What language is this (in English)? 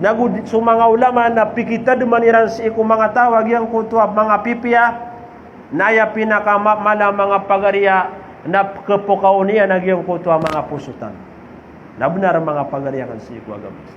Maranao